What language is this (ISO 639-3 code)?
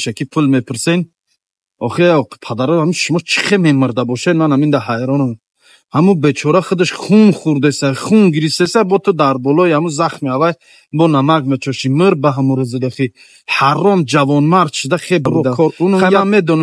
tgk